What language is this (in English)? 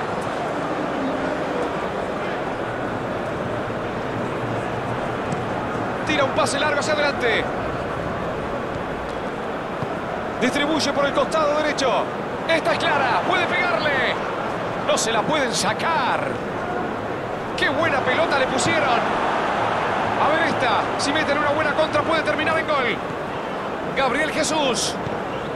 Spanish